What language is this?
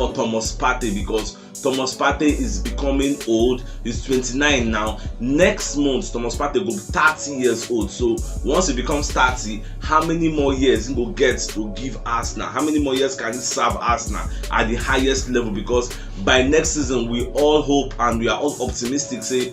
Nigerian Pidgin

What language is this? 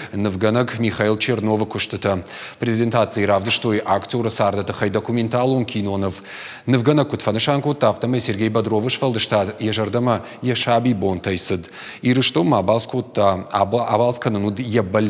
Ossetic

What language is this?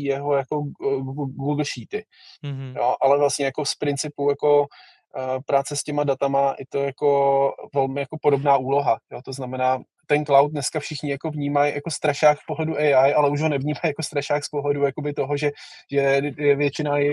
Czech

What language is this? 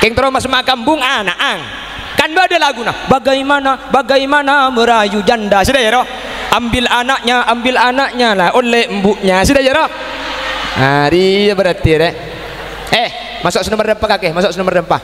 Madurese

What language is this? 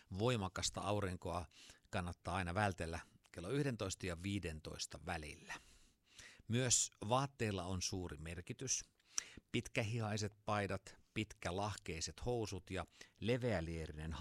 Finnish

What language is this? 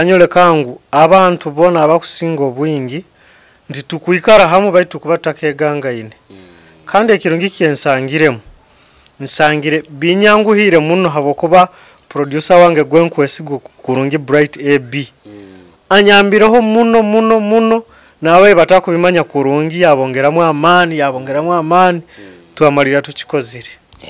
Nyankole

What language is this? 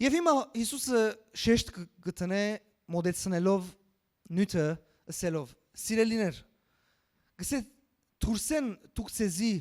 Western Armenian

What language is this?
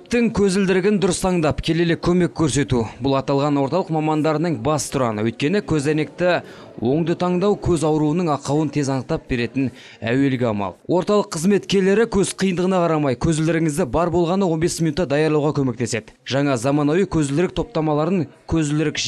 Kazakh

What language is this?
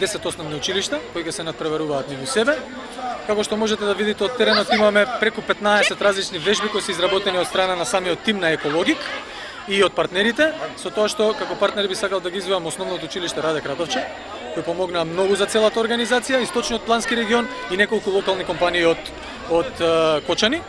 Macedonian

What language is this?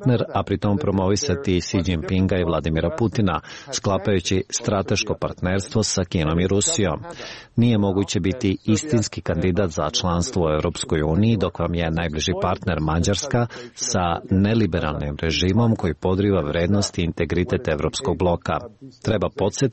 Serbian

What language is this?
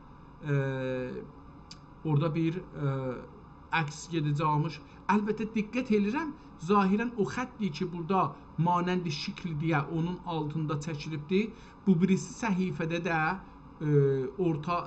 South Azerbaijani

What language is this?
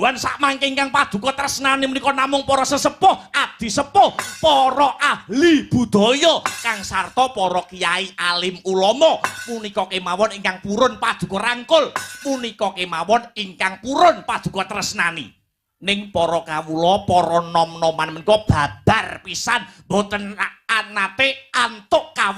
Javanese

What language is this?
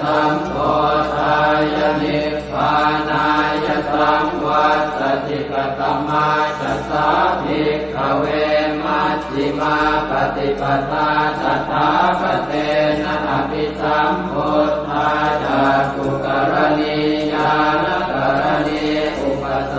Pali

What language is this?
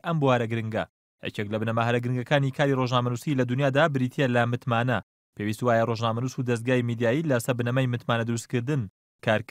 Central Kurdish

